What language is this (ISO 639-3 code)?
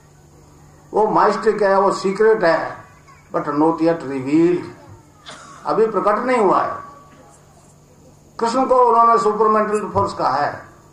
hin